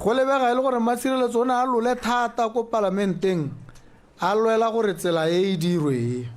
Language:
Tswana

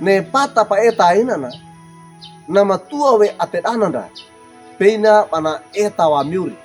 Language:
Wejewa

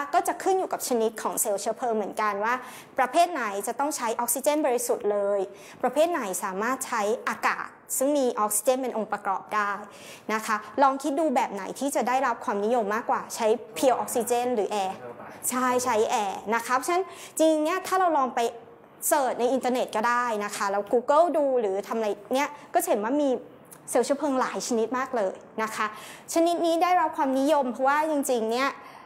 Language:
Thai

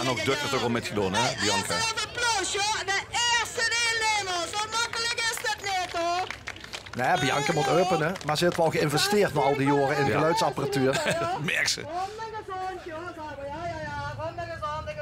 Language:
Limburgish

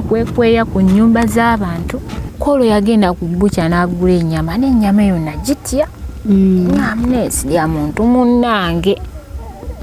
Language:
Ganda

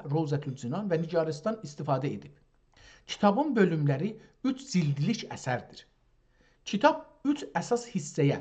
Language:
South Azerbaijani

